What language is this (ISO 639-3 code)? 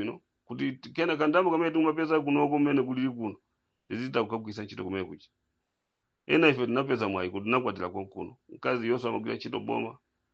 nya